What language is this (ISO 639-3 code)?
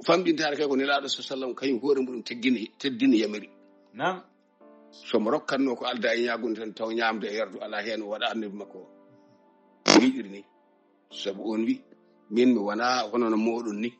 ful